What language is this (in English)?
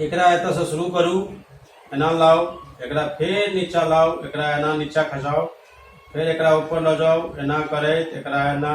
Maithili